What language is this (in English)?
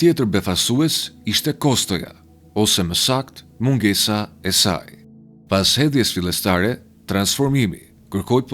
Albanian